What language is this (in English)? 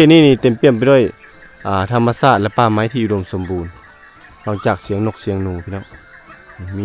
Lao